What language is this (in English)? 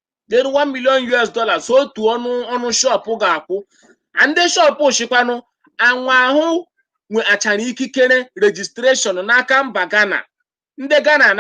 Igbo